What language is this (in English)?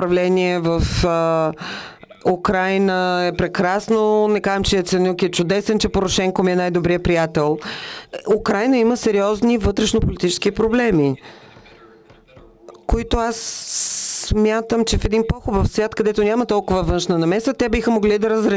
Bulgarian